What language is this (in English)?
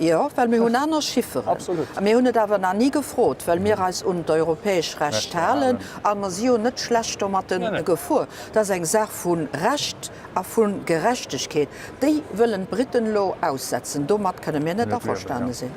Luxembourgish